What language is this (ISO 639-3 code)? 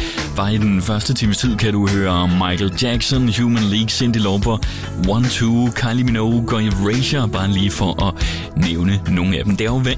dan